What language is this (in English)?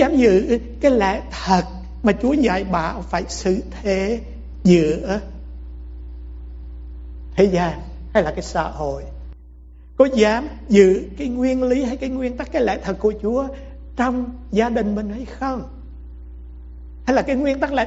Vietnamese